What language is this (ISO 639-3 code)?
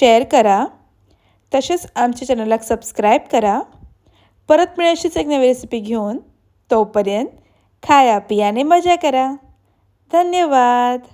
kok